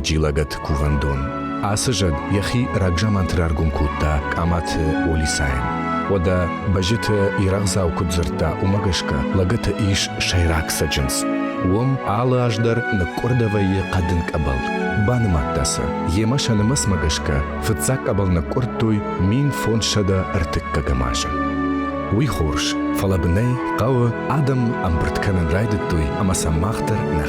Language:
Ossetic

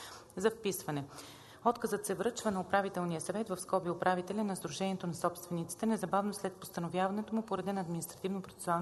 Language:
Bulgarian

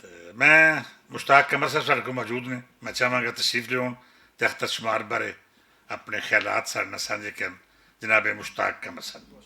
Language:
Western Panjabi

